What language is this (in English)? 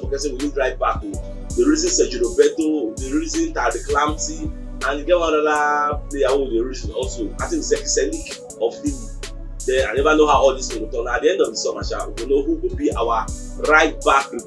Nigerian Pidgin